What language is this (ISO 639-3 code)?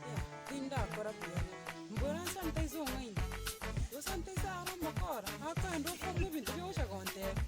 guz